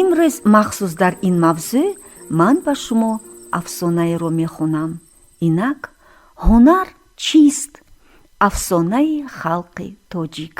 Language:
Tajik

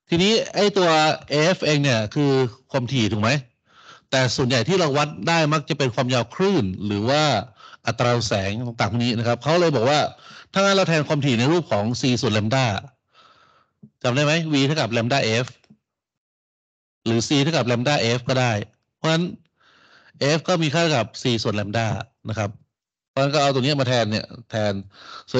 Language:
Thai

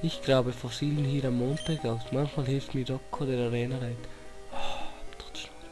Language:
Swiss German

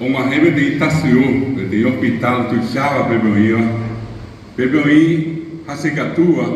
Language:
Guarani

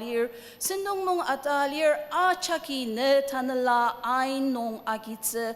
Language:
Ao Naga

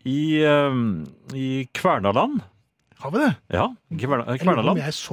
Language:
Norwegian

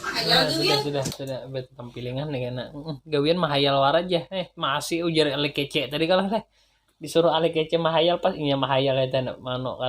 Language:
Banjar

